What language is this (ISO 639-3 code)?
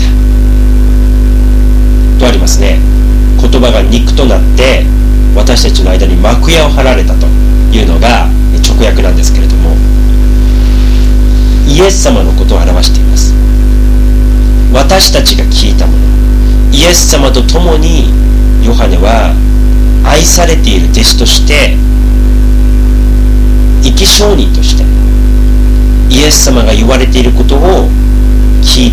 jpn